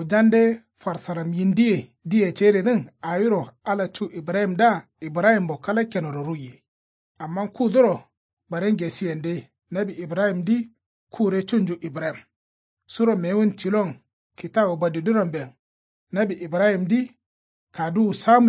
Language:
Kanuri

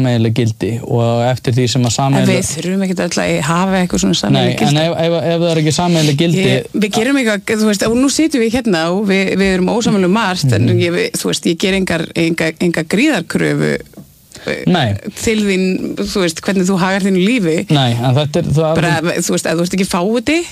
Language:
Icelandic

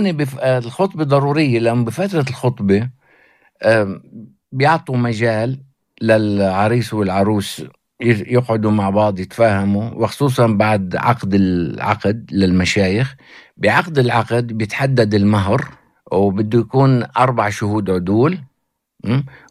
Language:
North Levantine Arabic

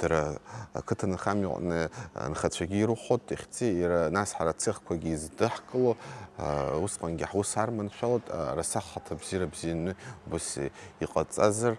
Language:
Abkhazian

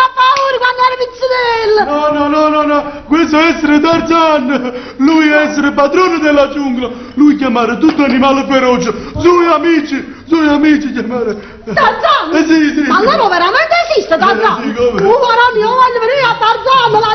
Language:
Neapolitan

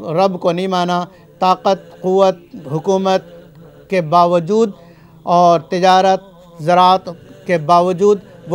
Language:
Urdu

